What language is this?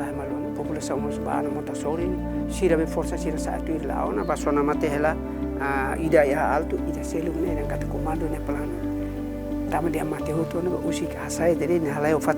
Tetum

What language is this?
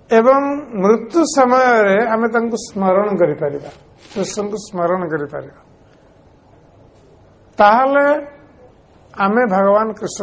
Odia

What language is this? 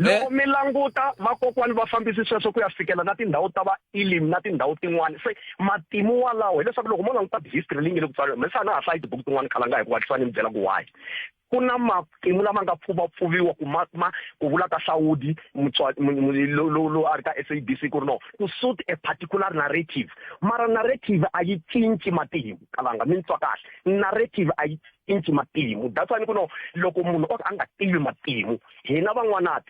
Tsonga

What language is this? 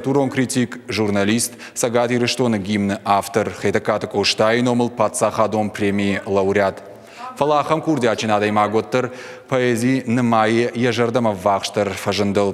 Ossetic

